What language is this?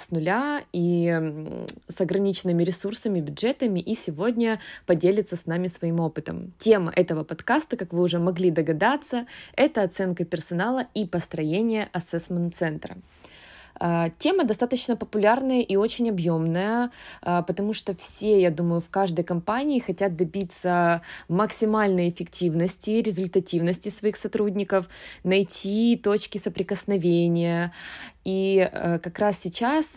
Russian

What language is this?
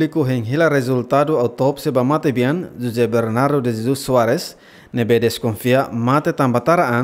Tetum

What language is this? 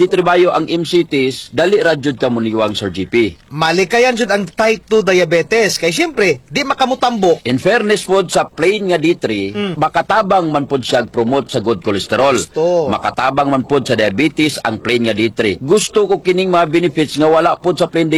Cebuano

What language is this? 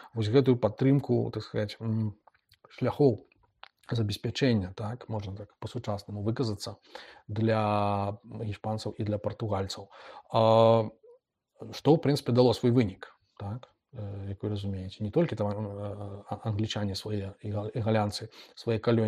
Belarusian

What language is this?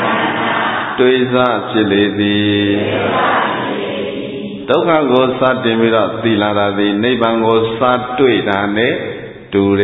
Burmese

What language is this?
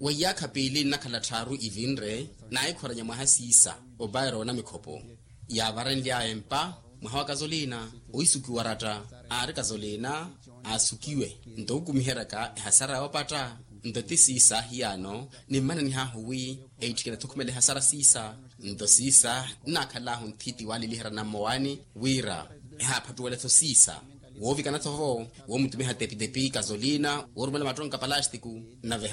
Makhuwa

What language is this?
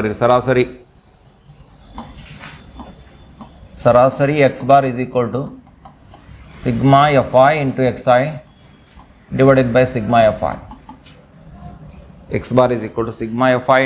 Kannada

